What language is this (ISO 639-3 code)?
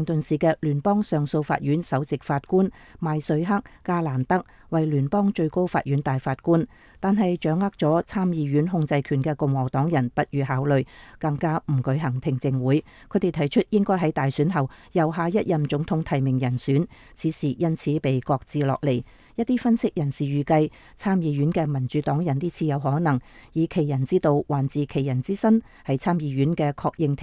yue